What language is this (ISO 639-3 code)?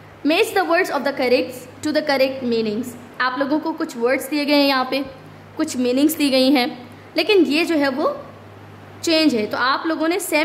hin